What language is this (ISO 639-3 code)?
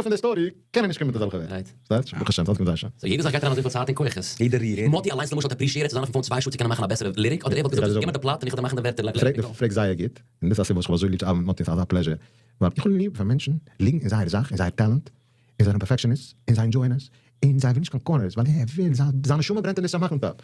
yid